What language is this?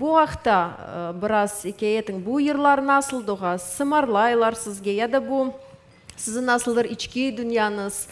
Crimean Tatar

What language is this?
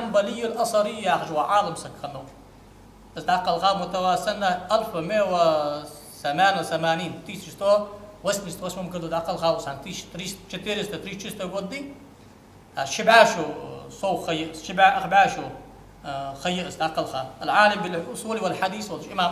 Ingush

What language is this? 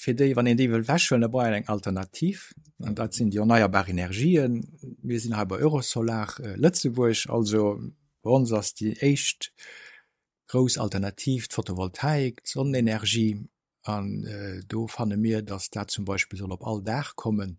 Luxembourgish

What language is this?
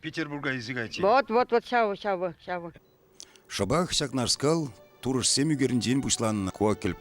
Chuvash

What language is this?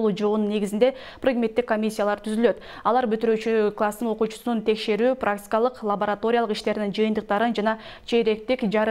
Kyrgyz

